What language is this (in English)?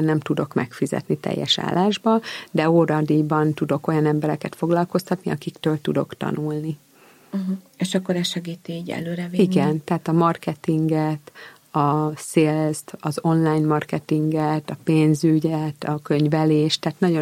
Hungarian